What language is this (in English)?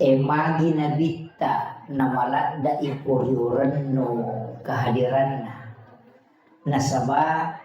Buginese